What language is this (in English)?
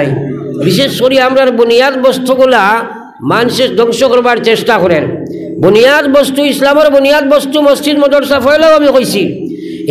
Sylheti